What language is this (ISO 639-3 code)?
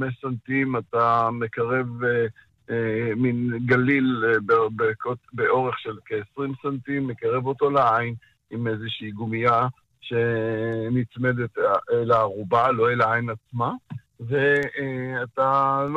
heb